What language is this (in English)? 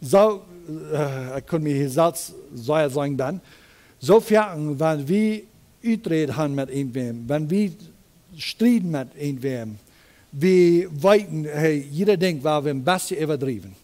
Plautdietsch